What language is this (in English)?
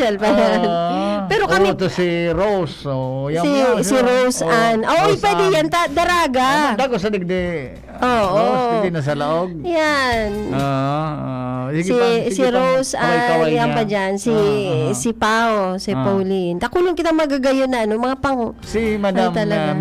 Bikol